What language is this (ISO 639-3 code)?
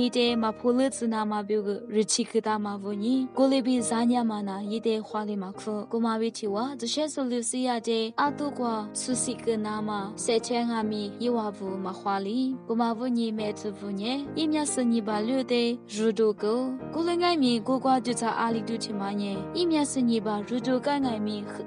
lis